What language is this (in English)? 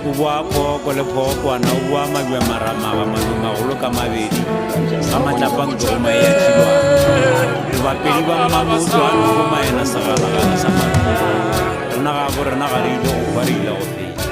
Northern Sotho